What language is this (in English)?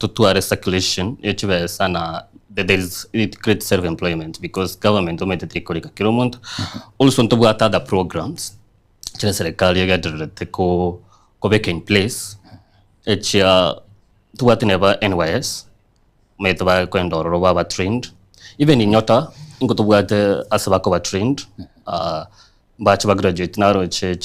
Gusii